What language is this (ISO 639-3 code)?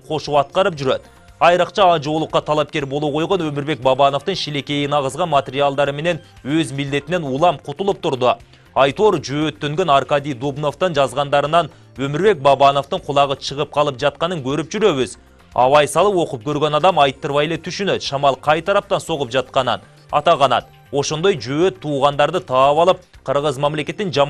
kir